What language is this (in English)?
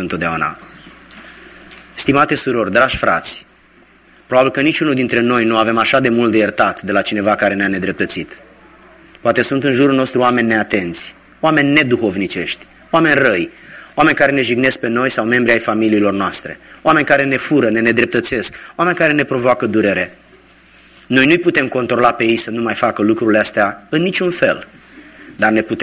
Romanian